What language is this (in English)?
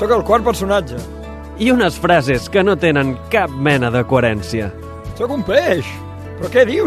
Catalan